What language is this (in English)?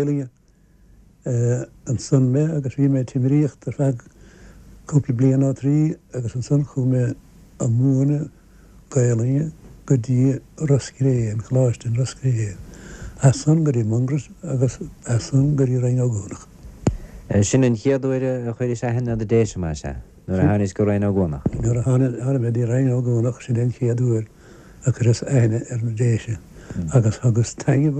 Irish